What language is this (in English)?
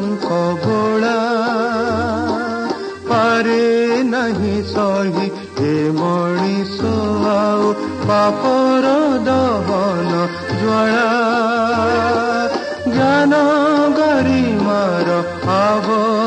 Odia